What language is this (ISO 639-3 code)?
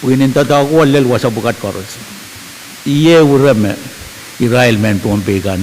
pon